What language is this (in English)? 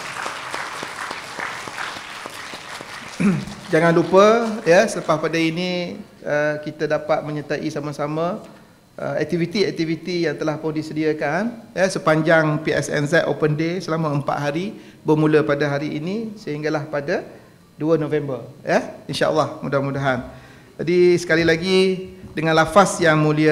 Malay